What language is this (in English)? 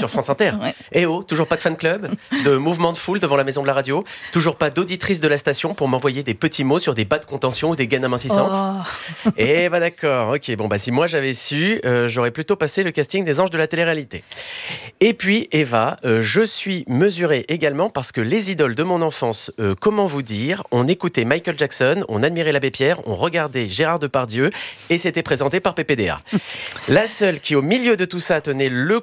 French